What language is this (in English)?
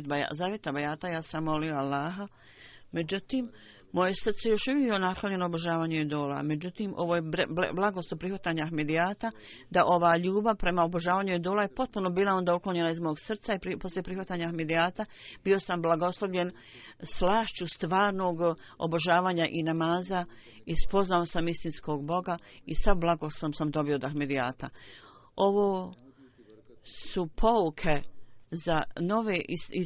Bosnian